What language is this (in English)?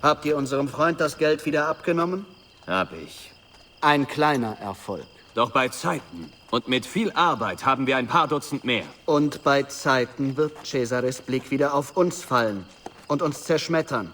Bavarian